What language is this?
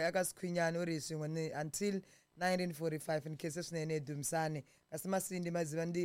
Tsonga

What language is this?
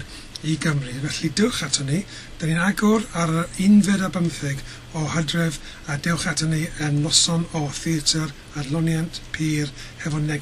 Welsh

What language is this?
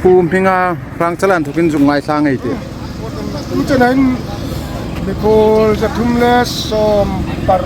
Hmar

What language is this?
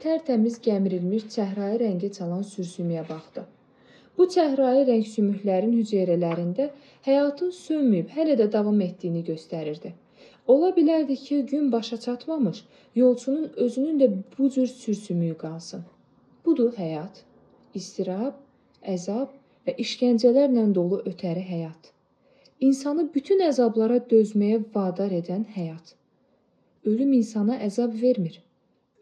Azerbaijani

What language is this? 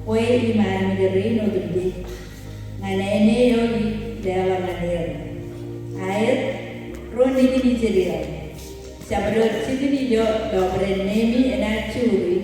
Marshallese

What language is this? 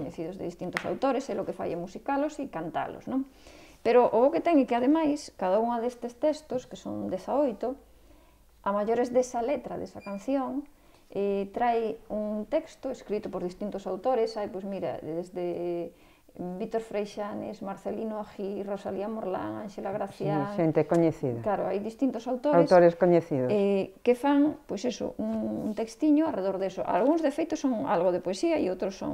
Galician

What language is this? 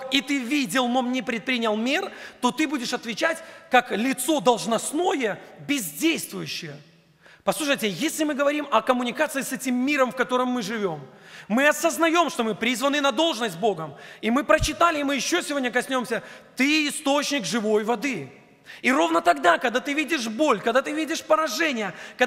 Russian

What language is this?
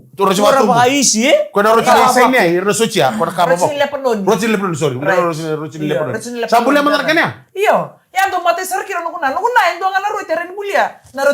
Fijian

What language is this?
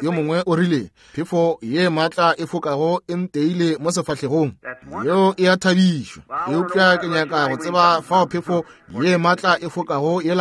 Northern Sotho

